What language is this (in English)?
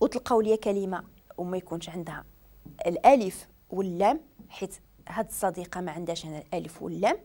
Moroccan Arabic